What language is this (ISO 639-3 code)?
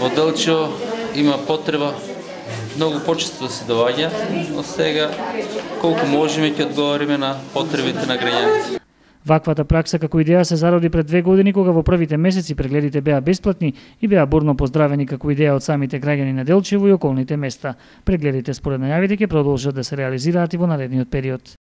mkd